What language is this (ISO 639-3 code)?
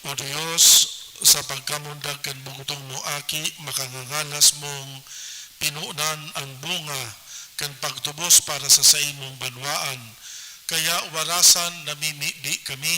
bik